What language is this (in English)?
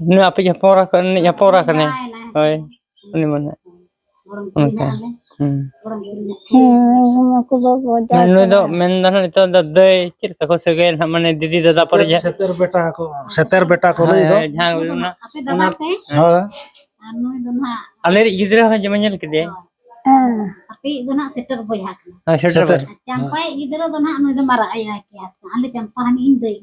Santali